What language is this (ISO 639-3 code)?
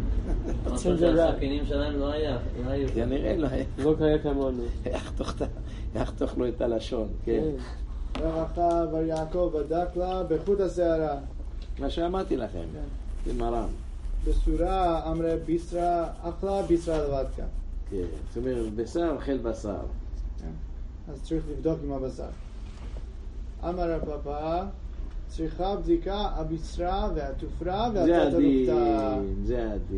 heb